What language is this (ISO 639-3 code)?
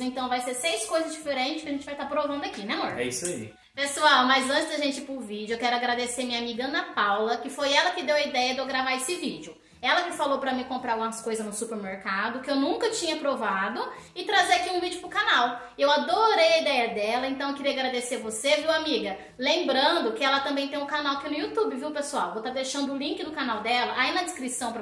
por